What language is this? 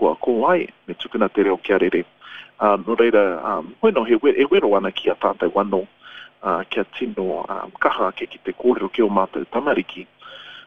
Māori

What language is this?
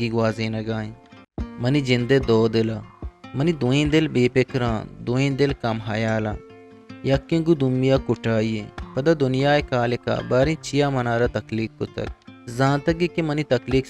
Eastern Balochi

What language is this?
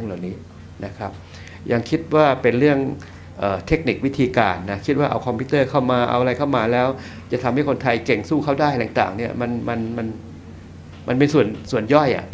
Thai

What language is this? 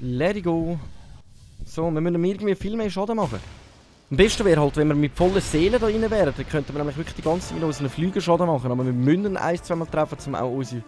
Swiss German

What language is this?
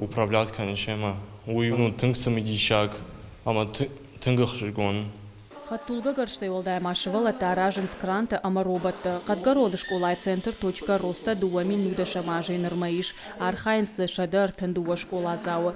Ossetic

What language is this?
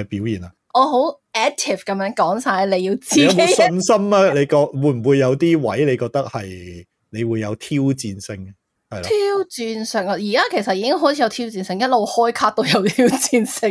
Cantonese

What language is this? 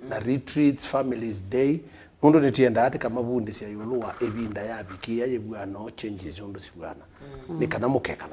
Kamba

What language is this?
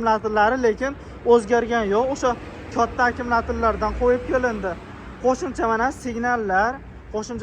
Uzbek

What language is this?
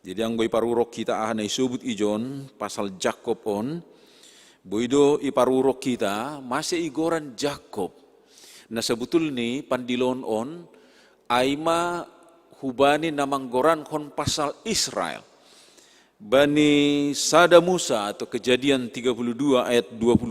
Batak Simalungun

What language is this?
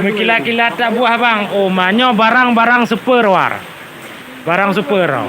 Achinese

